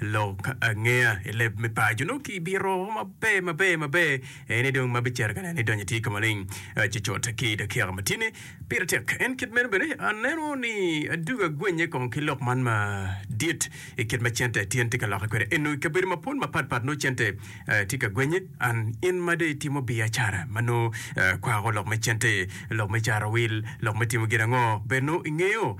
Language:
Acoli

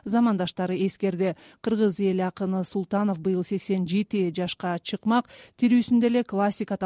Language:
Kyrgyz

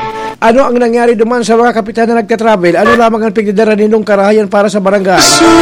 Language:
Bikol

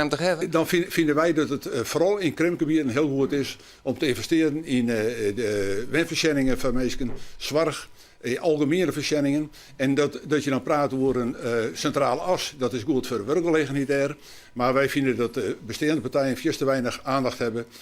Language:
Western Frisian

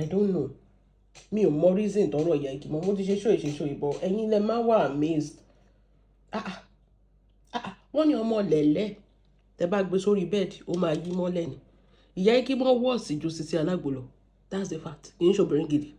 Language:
Yoruba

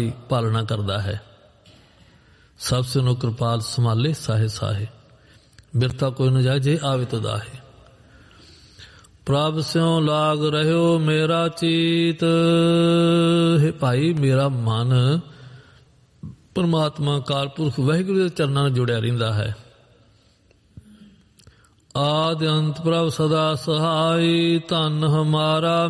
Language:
Punjabi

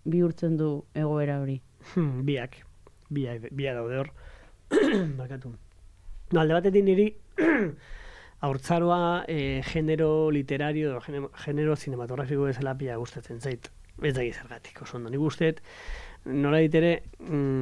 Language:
Basque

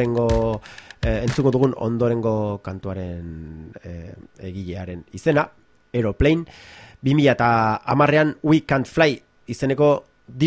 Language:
Basque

